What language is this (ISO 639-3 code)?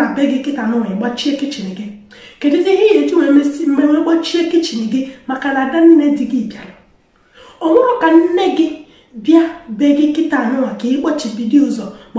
ibo